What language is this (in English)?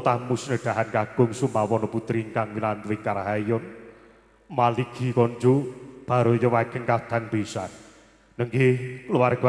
Javanese